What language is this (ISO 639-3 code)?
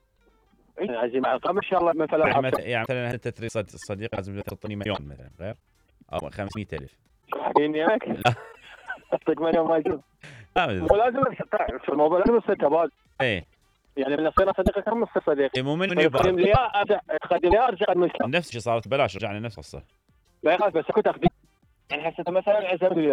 acm